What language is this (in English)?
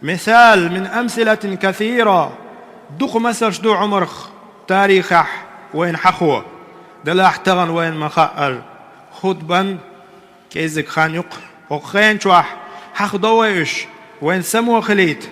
Chechen